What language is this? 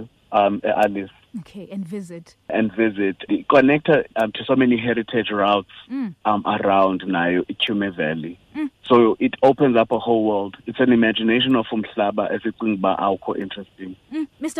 Xhosa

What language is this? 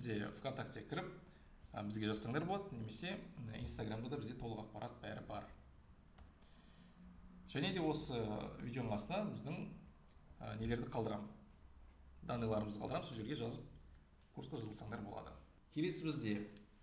Kazakh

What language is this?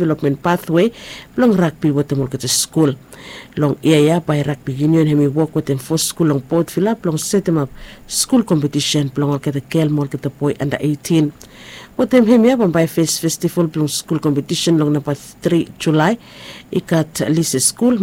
Bislama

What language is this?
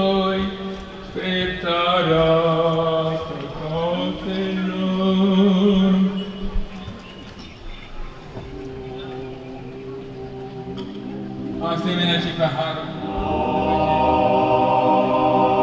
Romanian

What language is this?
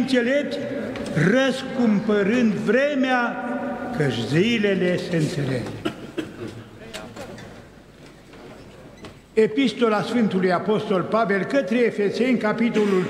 Romanian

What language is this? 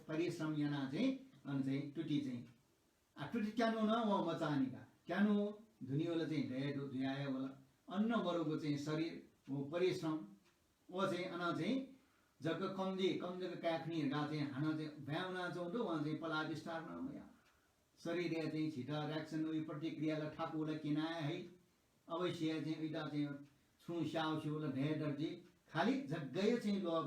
Newari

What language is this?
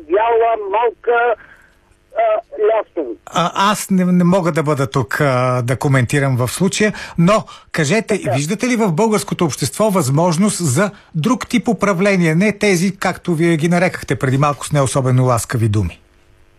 Bulgarian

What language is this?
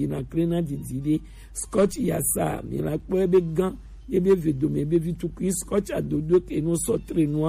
Gen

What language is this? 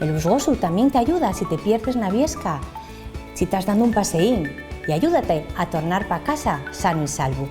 Asturian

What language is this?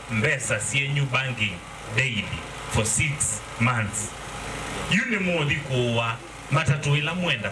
Kamba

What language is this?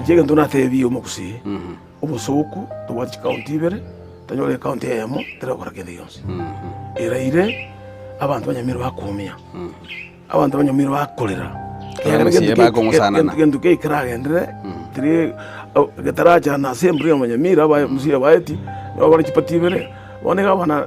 Gusii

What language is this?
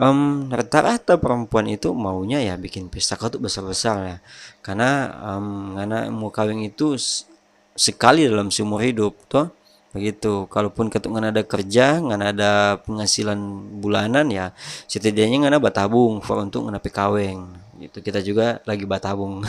Manado Malay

